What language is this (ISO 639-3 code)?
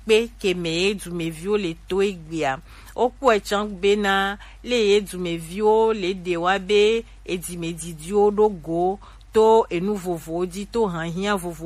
gej